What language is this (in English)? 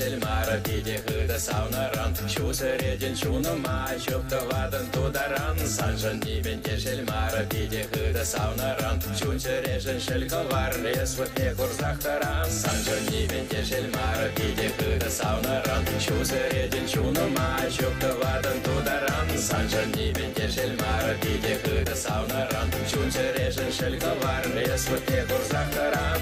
Chuvash